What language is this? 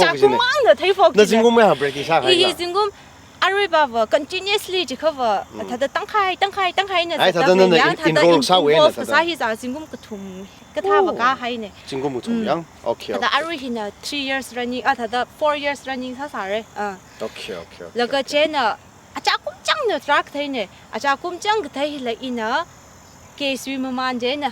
Tangkhul Naga (India)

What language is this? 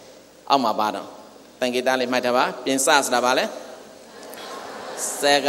Burmese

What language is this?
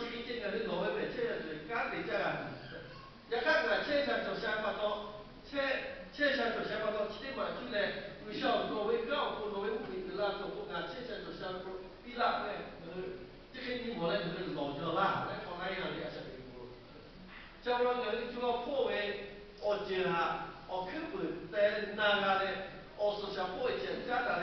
Lahu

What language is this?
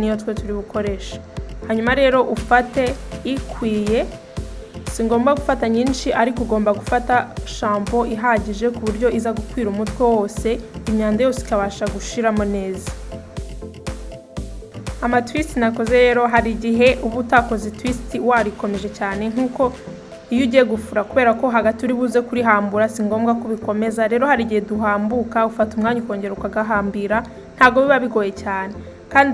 Kinyarwanda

